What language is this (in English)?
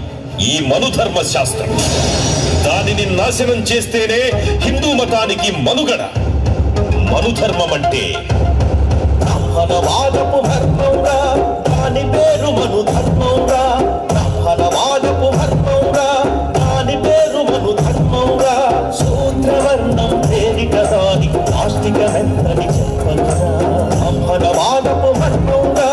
Telugu